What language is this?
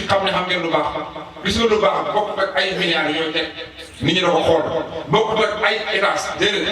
Wolof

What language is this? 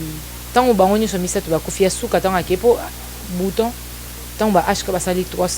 Lingala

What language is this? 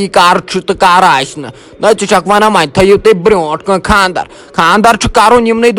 Kashmiri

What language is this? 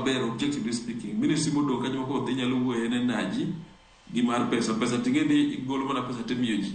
Luo (Kenya and Tanzania)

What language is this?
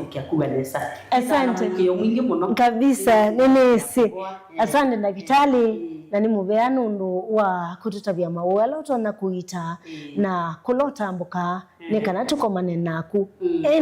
Kamba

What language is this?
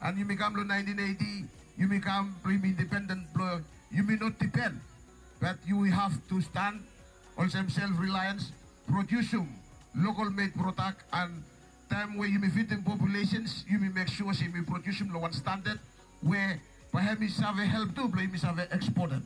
Bislama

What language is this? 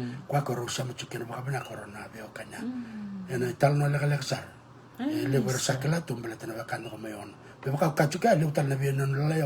Fijian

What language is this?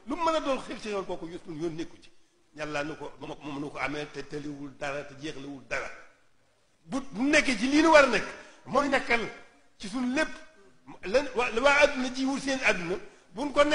Wolof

